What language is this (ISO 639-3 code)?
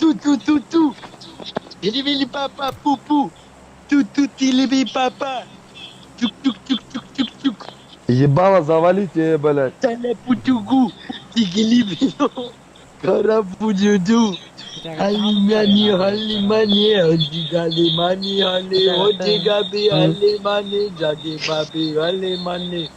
sah